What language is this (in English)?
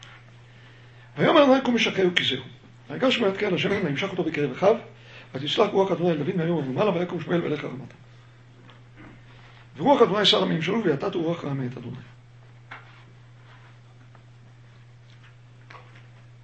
Hebrew